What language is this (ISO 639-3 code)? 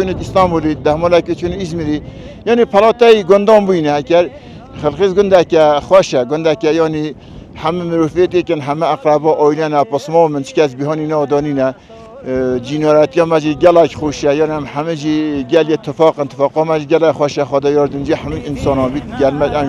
kur